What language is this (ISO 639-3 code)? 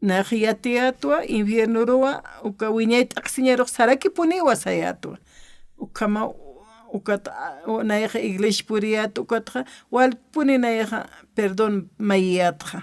aym